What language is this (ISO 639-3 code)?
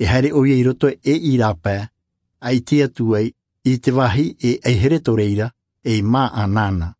tah